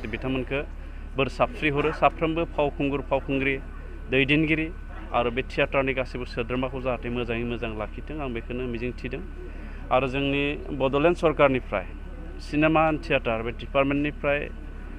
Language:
Bodo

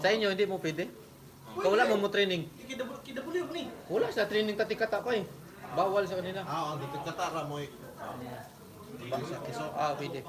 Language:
Cebuano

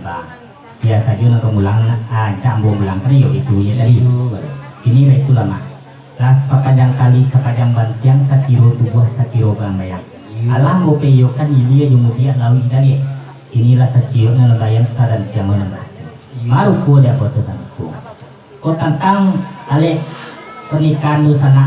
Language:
Minangkabau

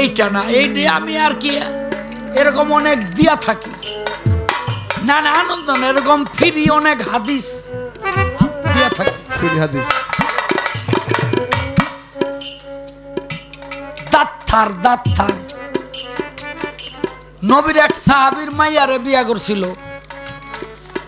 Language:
Bangla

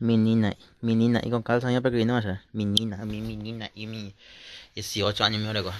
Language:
Guarani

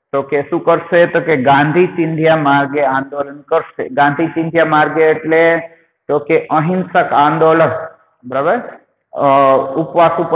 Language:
Gujarati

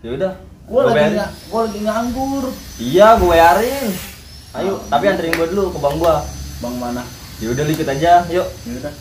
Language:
Betawi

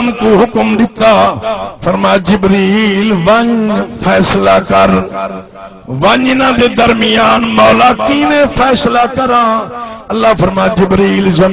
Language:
Saraiki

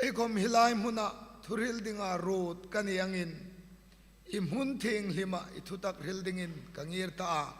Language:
Hmar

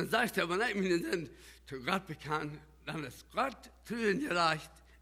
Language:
Plautdietsch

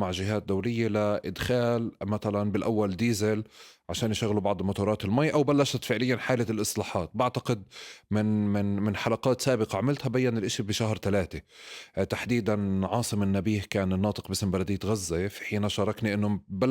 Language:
North Levantine Arabic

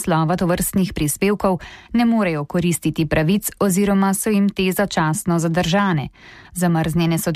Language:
Slovenian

